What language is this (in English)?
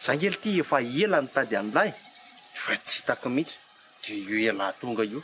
Malagasy